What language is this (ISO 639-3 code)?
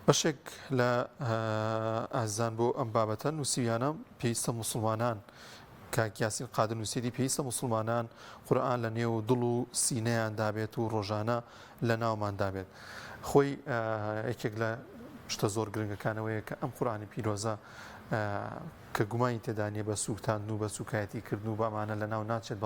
ckb